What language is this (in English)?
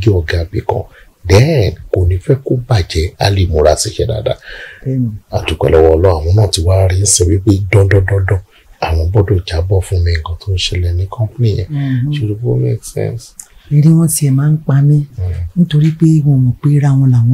Yoruba